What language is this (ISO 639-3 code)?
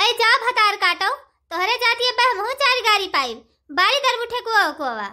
awa